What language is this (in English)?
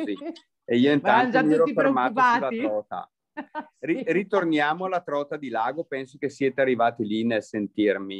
Italian